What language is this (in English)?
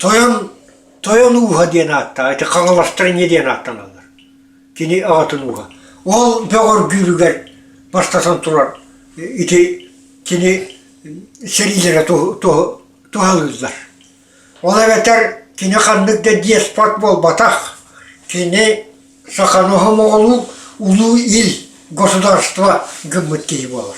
Yakut